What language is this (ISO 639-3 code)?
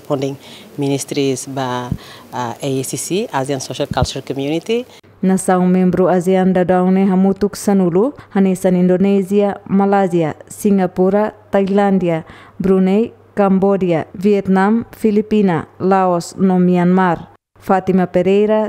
tet